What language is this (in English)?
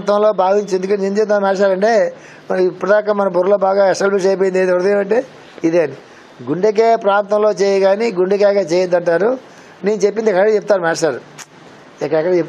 Telugu